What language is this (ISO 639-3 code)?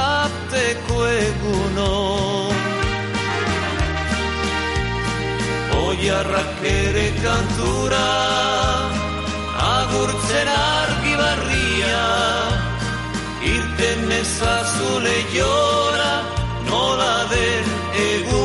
eus